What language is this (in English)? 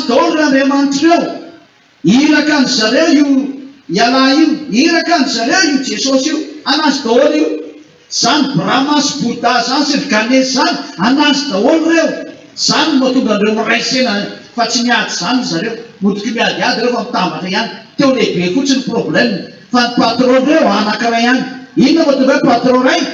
Malagasy